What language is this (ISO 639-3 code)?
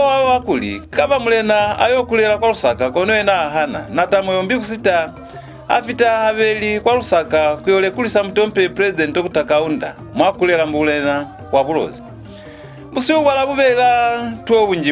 loz